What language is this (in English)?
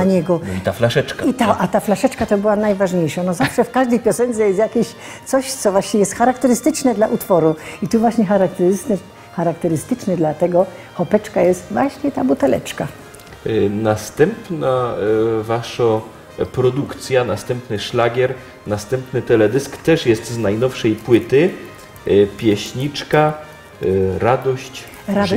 Silesian